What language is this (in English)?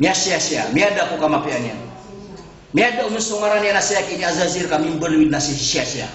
Maranao